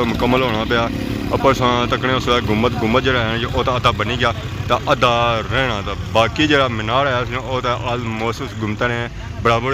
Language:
Pahari-Potwari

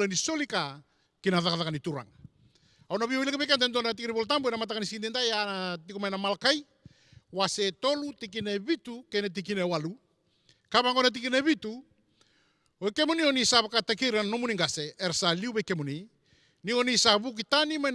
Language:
Fijian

